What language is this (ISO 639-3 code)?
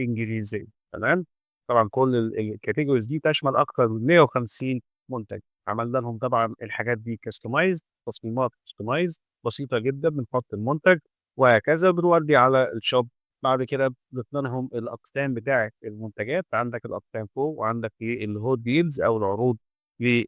arz